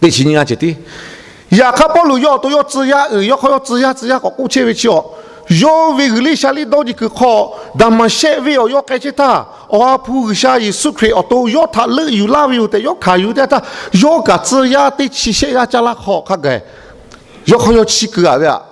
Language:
Lahu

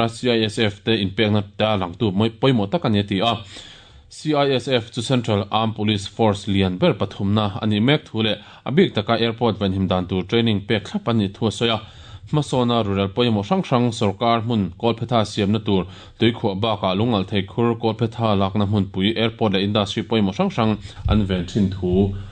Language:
Mizo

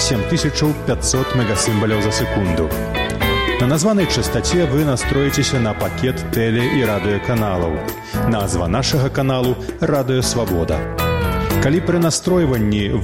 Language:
Belarusian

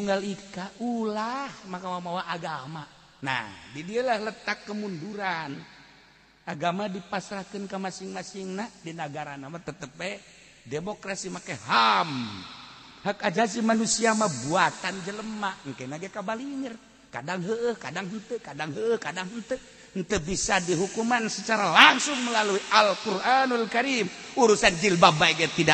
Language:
Sundanese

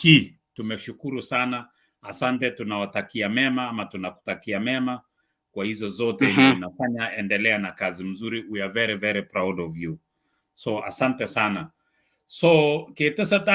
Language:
Kalenjin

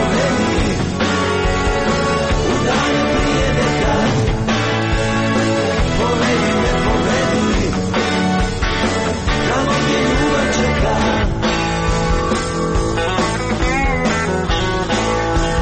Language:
Croatian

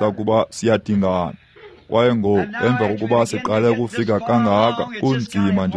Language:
Xhosa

